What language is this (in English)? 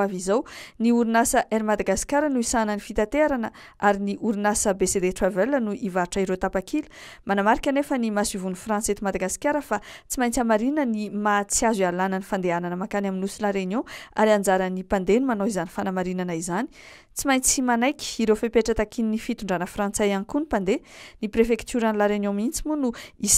Malagasy